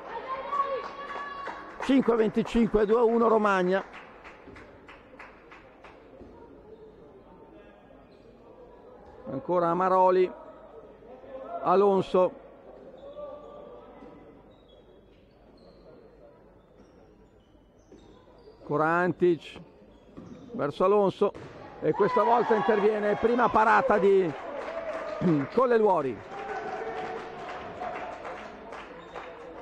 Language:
Italian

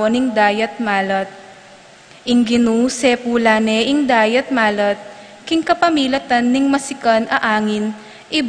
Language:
Pampanga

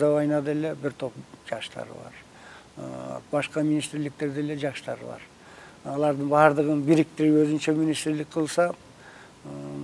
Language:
Kyrgyz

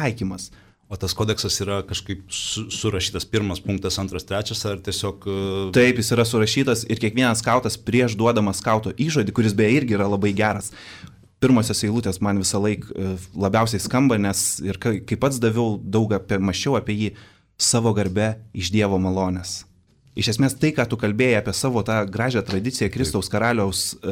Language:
Lithuanian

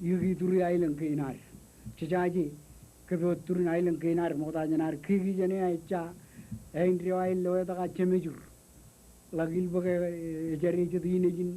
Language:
Marshallese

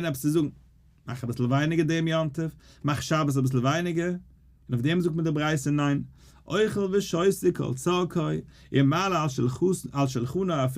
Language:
Yiddish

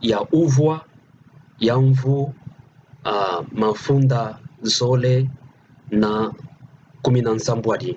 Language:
Kituba (Democratic Republic of Congo)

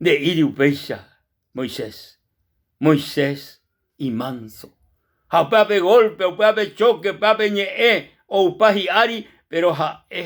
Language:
Guarani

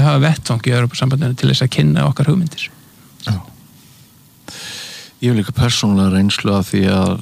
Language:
Icelandic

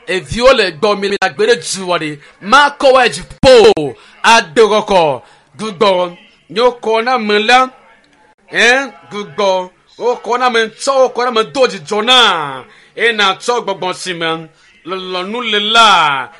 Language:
Ewe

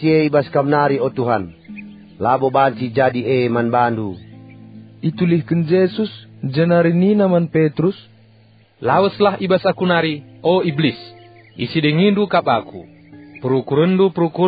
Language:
Batak Karo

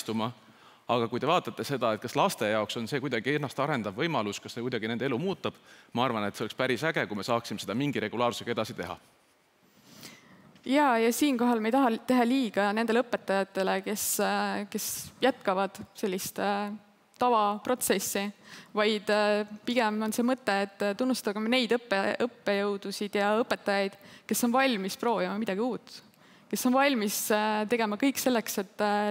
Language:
Estonian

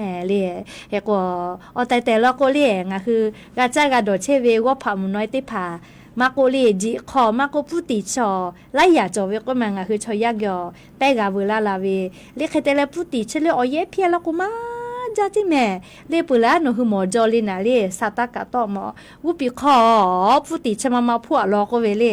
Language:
Lahu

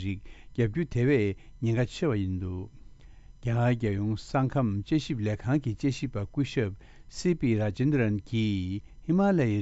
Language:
Tibetan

